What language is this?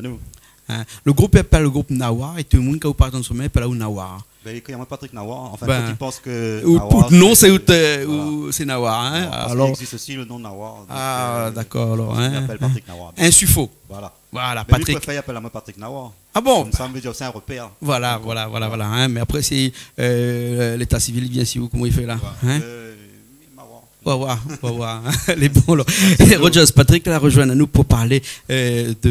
Réunion Creole French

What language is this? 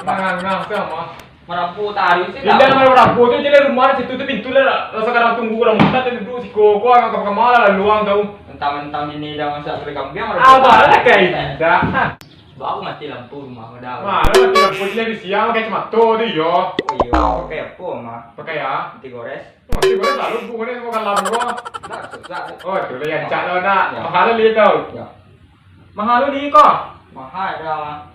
Minangkabau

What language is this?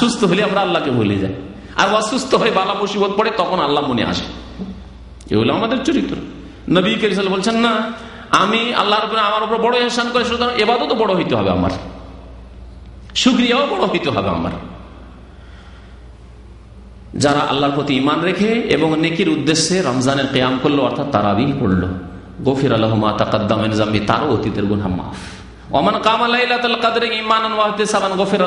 Bangla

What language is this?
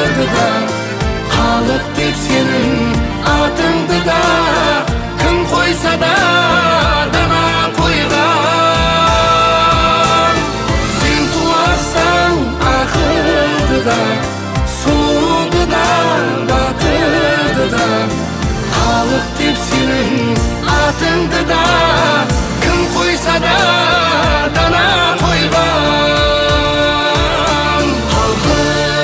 Kara-Kalpak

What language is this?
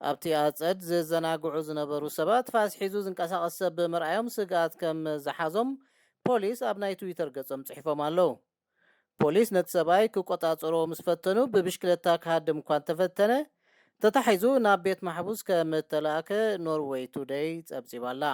Tigrinya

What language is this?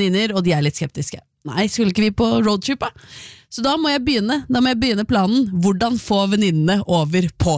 Norwegian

